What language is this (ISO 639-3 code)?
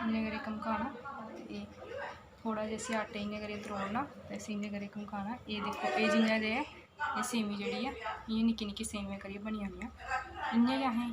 doi